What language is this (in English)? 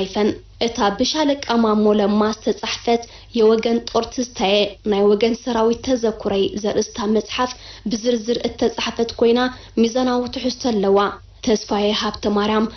Tigrinya